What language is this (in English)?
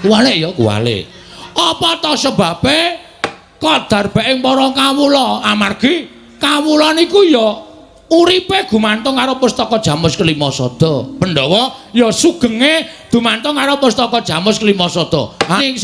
Javanese